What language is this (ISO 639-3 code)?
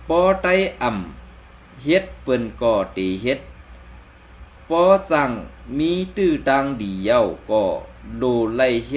shn